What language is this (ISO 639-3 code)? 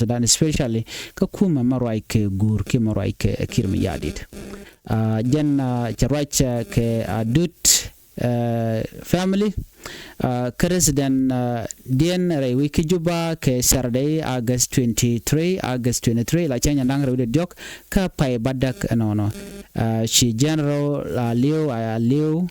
nus